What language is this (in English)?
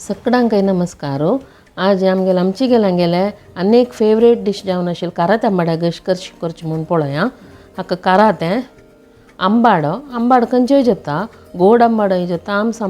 Konkani